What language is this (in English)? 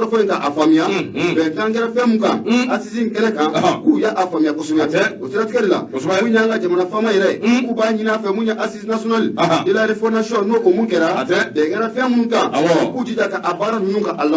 Bambara